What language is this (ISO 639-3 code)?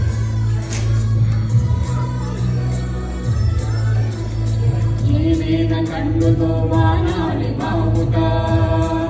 kan